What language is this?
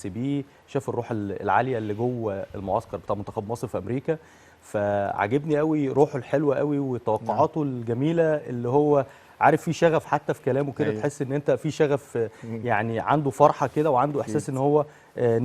Egyptian Arabic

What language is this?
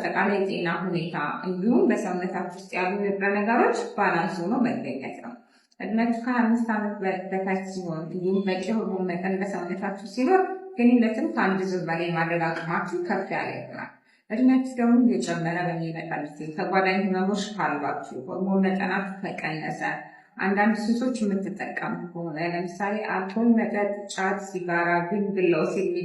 Amharic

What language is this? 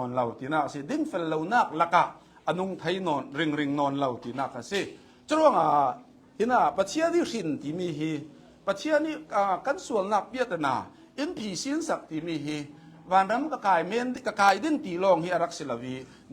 Hakha Chin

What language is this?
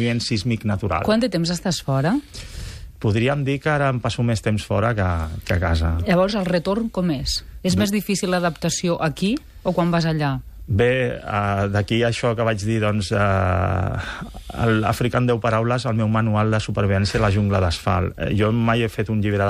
Catalan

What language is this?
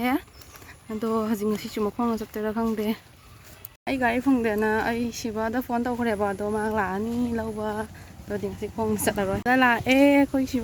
Manipuri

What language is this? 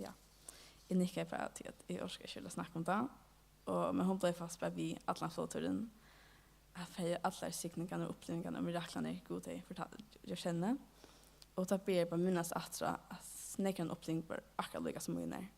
Faroese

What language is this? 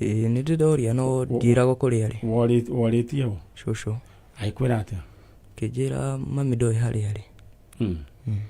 Kikuyu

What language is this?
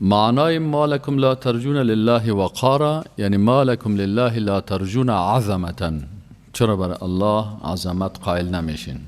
Persian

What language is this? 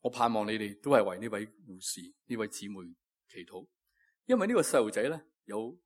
Cantonese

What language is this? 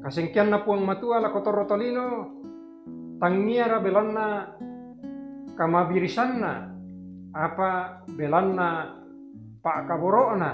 Toraja-Sa'dan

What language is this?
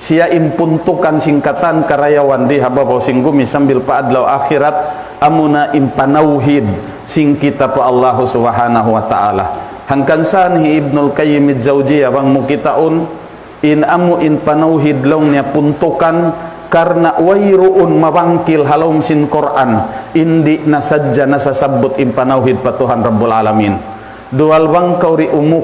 Tausug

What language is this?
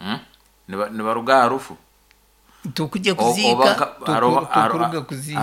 Nyankole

